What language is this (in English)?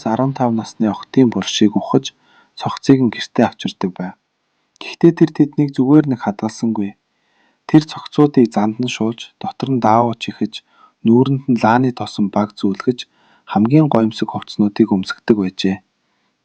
Mongolian